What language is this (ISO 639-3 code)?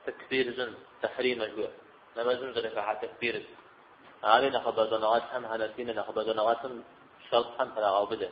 kbd